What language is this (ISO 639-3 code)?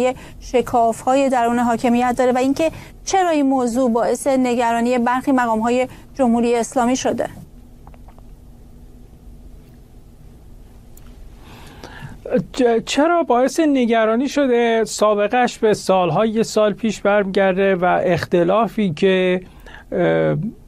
fas